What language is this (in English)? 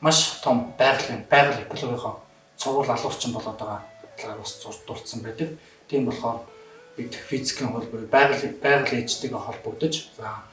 Mongolian